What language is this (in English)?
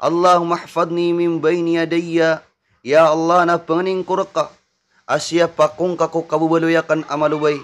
Maranao